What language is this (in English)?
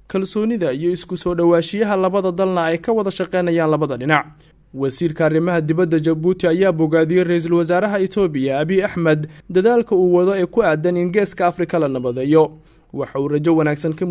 Somali